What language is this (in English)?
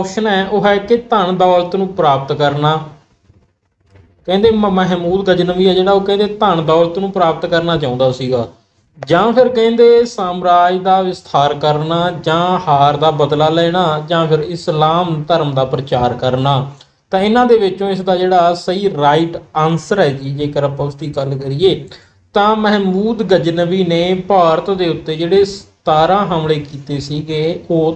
Punjabi